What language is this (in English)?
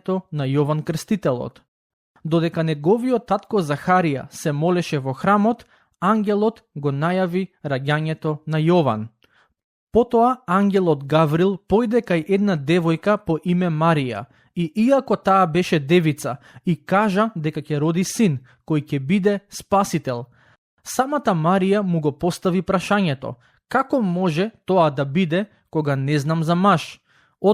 Macedonian